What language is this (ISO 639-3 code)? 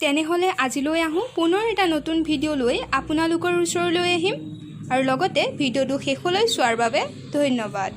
asm